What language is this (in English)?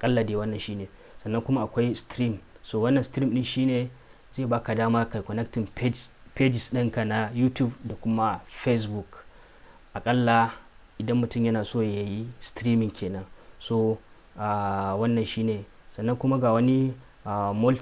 Hausa